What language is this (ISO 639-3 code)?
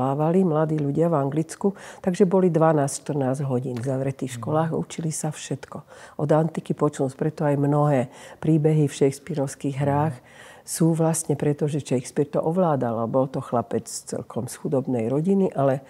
slk